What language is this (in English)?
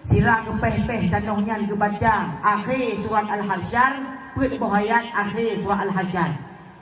Achinese